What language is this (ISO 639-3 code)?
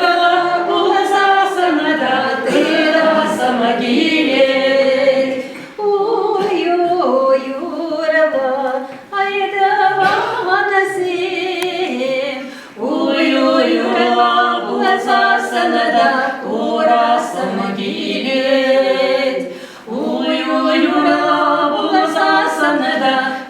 chv